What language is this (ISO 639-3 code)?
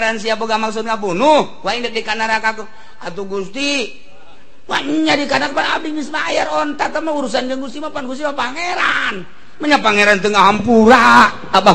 sun